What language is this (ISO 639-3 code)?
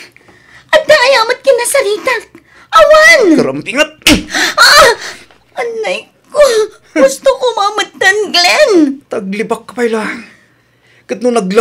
ilo